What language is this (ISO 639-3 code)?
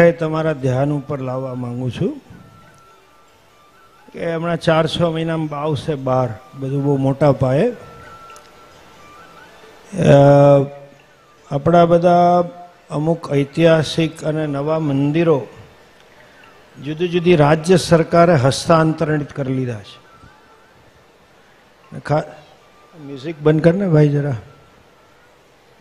guj